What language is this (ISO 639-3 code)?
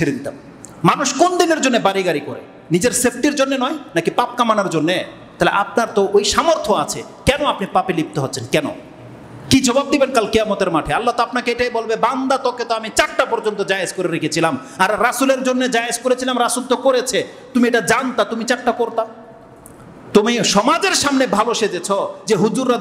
ben